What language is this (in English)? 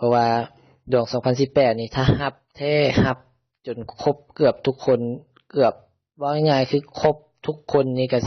Lao